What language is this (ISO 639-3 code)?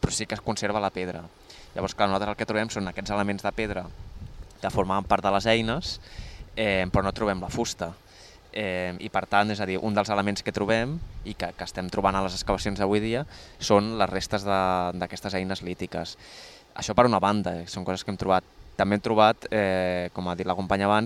cat